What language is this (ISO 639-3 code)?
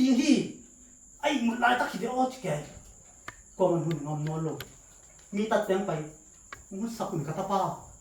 ctd